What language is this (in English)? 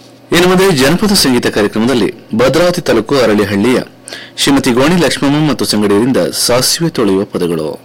Kannada